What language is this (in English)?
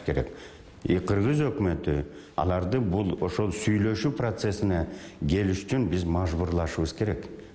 Kyrgyz